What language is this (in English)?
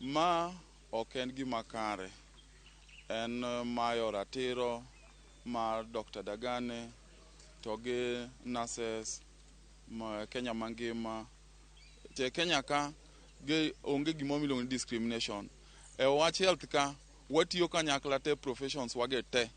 Luo (Kenya and Tanzania)